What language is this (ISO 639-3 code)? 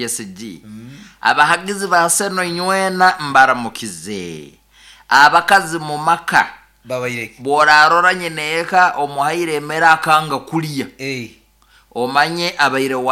nyo